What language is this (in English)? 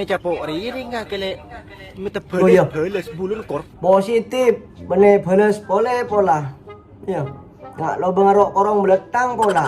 Madurese